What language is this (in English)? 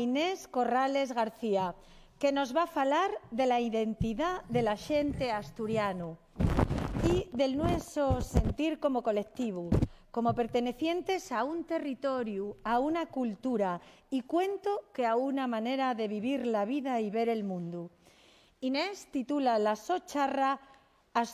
Asturian